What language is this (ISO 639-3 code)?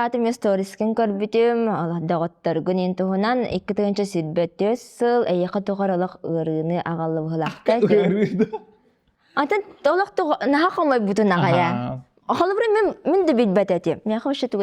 sah